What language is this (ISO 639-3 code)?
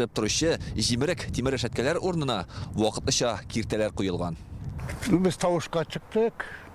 tat